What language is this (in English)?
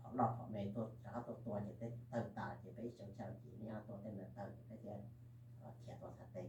Hmong